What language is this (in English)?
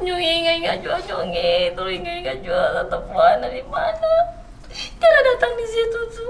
Ambonese Malay